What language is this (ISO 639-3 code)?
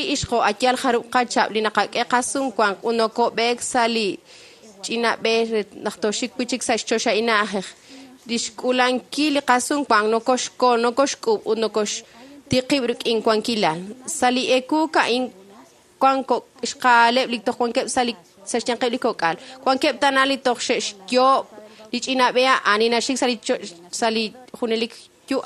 kek